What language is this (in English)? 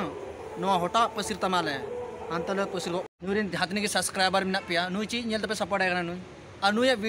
Santali